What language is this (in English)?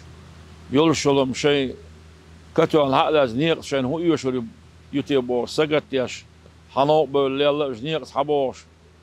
Chechen